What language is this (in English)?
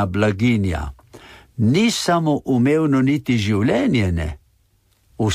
Slovenian